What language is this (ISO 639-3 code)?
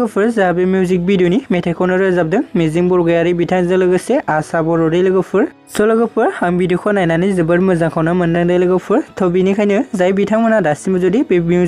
brx